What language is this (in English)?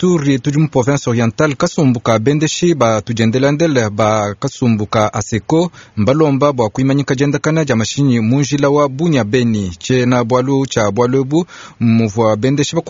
Luba-Lulua